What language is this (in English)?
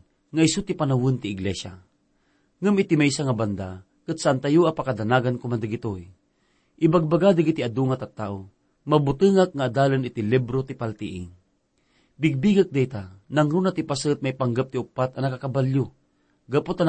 Iloko